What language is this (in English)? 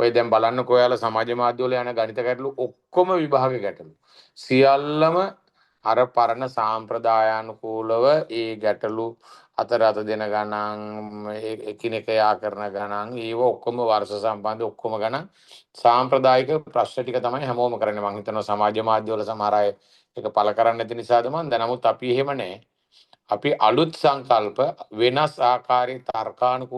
Sinhala